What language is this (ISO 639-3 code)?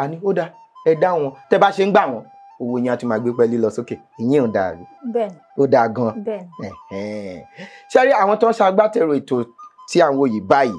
yor